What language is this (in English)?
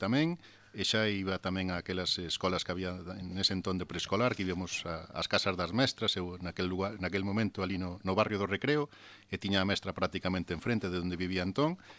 Galician